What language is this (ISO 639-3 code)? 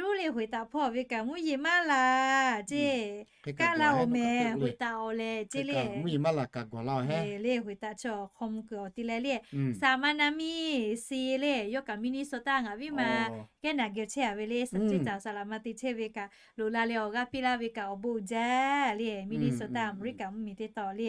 lhu